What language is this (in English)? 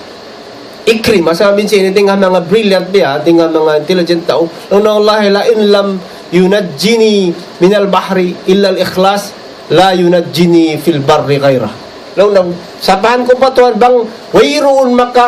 Tausug